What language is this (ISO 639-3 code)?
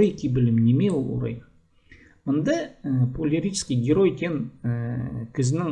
kjh